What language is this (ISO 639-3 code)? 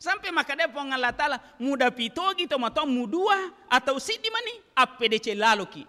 bug